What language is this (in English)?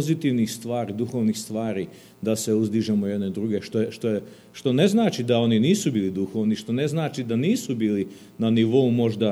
Serbian